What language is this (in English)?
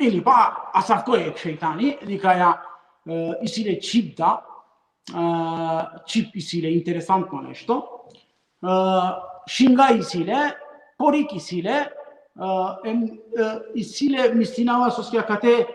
Balkan Romani